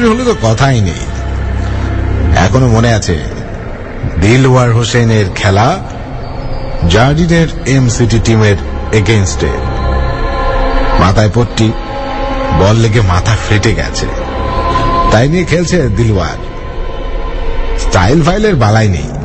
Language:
Bangla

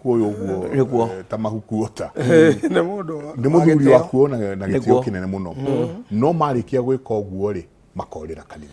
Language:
Kikuyu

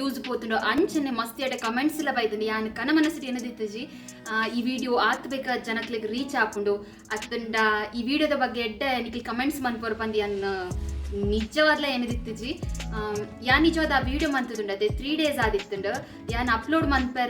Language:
Tulu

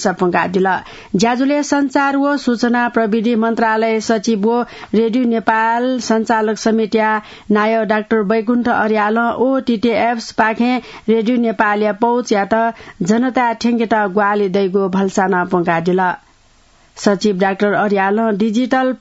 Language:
Newari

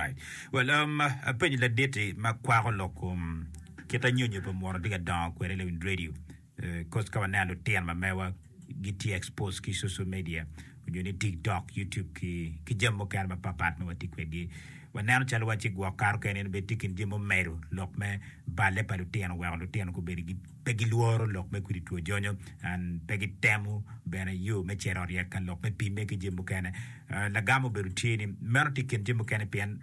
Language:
Acoli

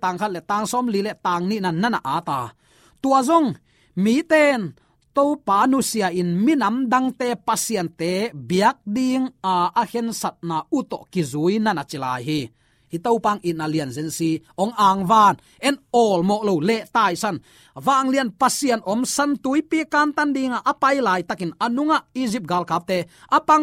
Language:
Tedim Chin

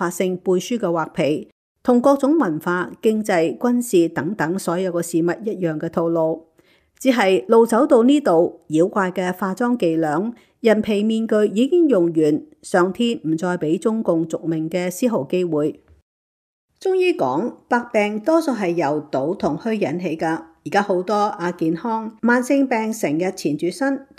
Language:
Cantonese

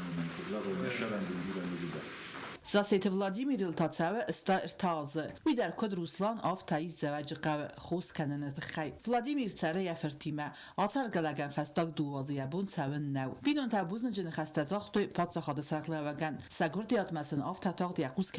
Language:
Ossetic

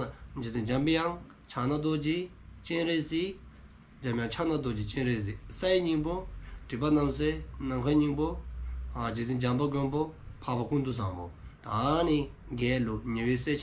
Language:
Dzongkha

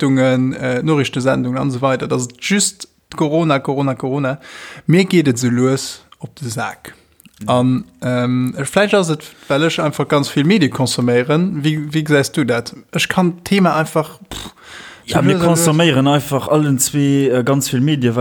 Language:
Luxembourgish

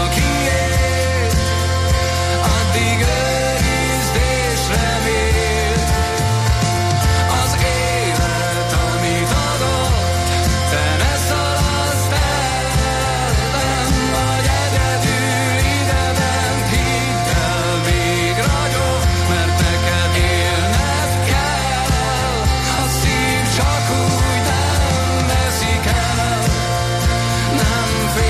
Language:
Hungarian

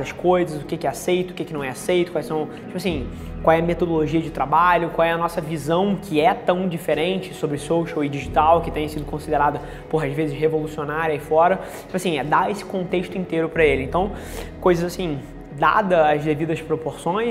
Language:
Portuguese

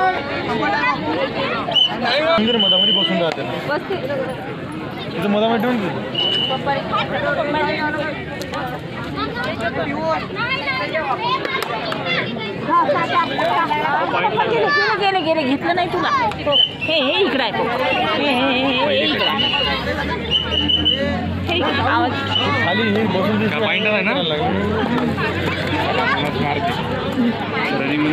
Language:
Marathi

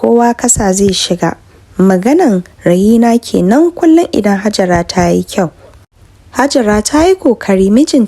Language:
Hausa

